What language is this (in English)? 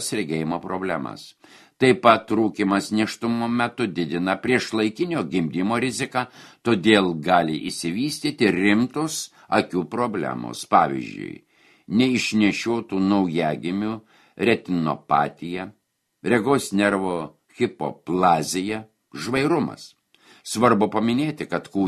Lithuanian